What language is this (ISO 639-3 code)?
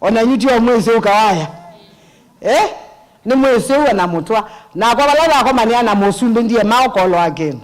kam